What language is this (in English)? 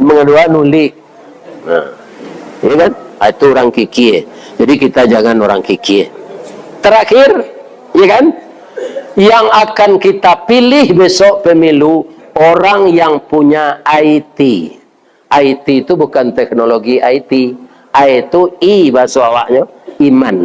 Minangkabau